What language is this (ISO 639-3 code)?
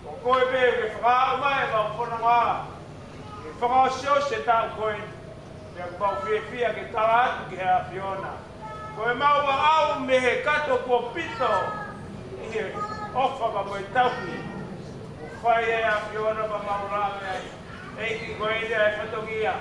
ton